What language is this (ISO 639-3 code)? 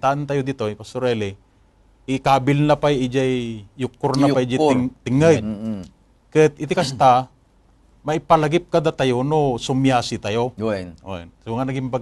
ilo